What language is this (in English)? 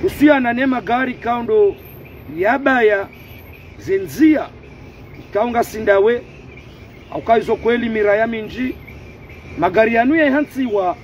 Ngazidja Comorian